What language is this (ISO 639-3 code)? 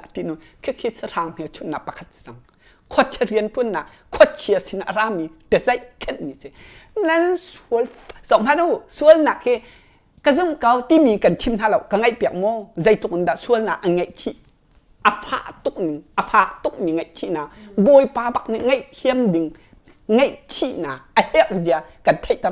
cnh